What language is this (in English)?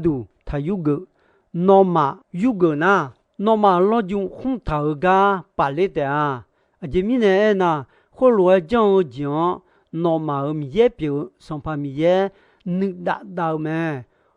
Akha